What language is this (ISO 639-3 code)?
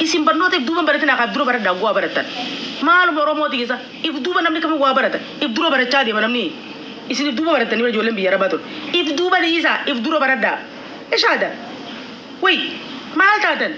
orm